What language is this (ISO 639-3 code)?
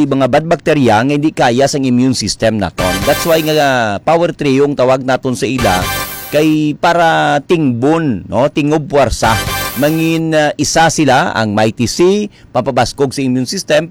hil